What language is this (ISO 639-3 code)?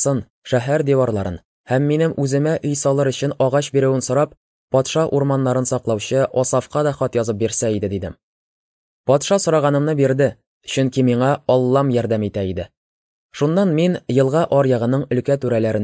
tat